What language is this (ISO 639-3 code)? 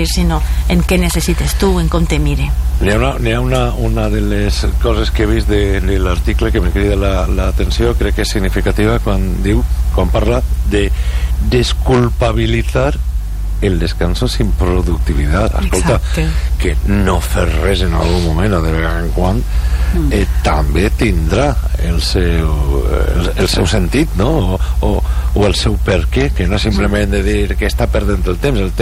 cat